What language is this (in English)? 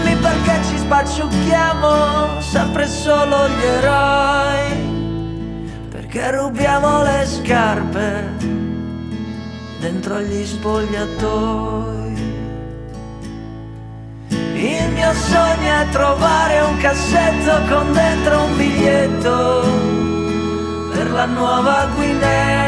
Italian